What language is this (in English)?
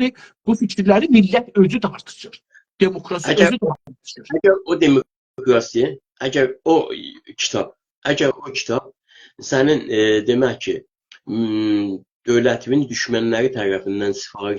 South Azerbaijani